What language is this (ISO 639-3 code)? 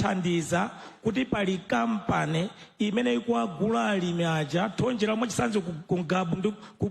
nya